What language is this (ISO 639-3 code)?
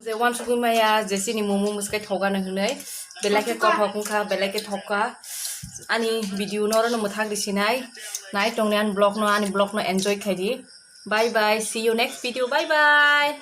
trp